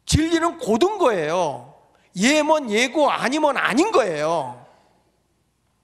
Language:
Korean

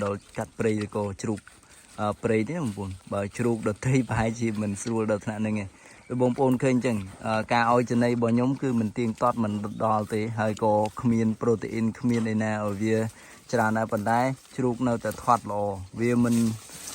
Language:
Khmer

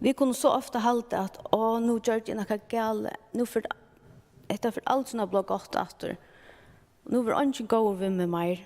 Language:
Faroese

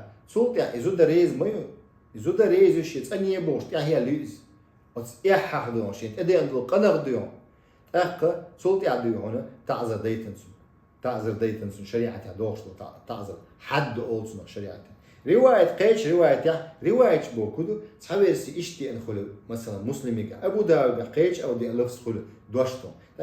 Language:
Chechen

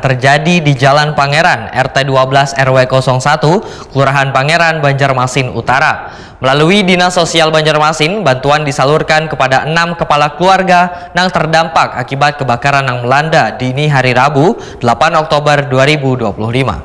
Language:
Banjar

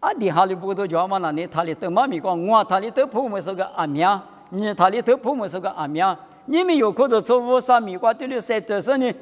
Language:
Lisu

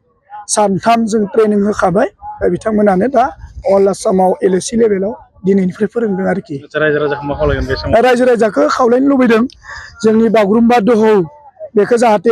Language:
Bodo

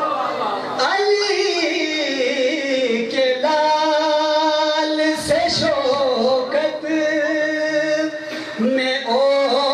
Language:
Urdu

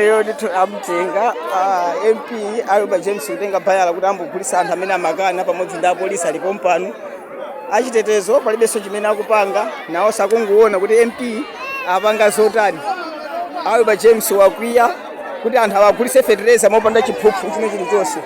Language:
Nyanja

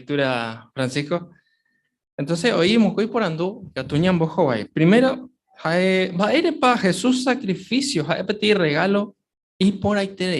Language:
Guarani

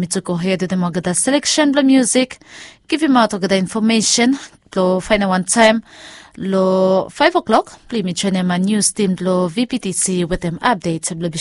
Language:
Bislama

